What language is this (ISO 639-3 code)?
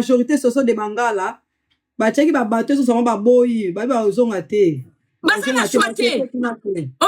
lin